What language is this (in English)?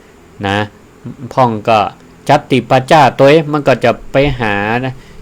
Northern Thai